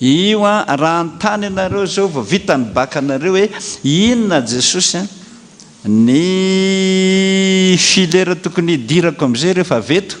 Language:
Malagasy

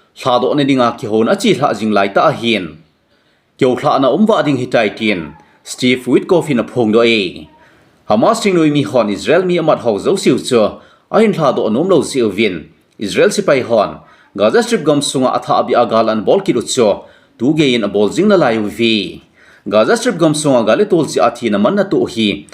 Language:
Thado Chin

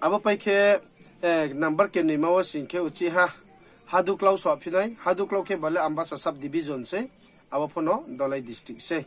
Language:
Riang (India)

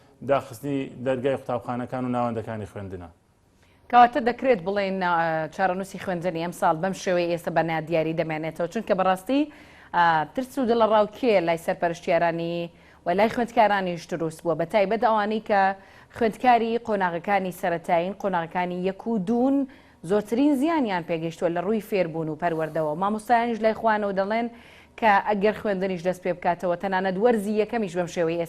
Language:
Central Kurdish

